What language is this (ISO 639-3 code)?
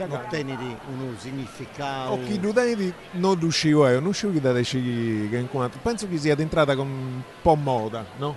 srd